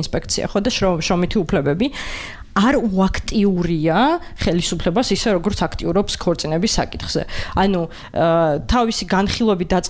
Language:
Georgian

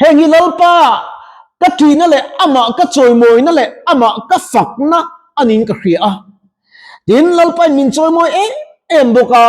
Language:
Mizo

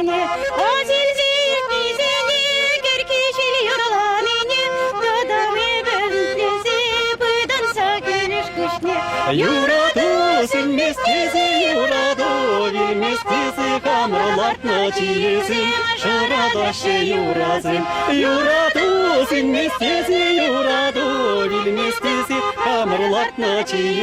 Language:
Chuvash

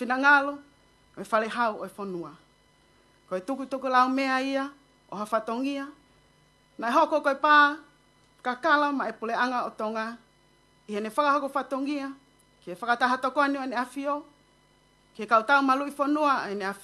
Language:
Tongan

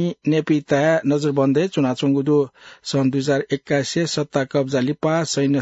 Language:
Newari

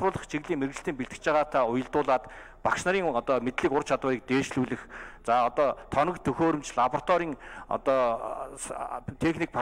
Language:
Mongolian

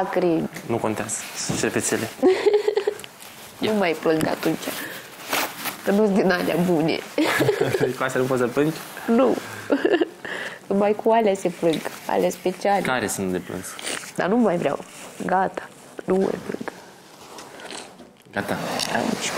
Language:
Romanian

